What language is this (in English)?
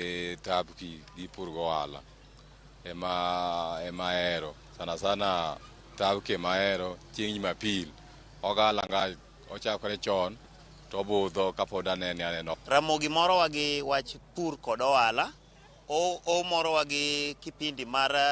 Luo (Kenya and Tanzania)